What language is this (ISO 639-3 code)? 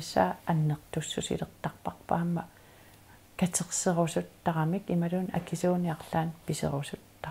kal